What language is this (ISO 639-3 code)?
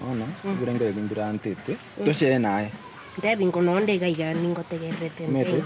guz